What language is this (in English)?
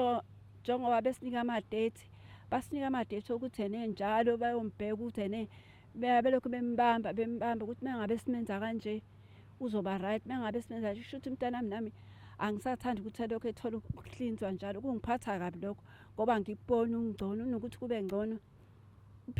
Zulu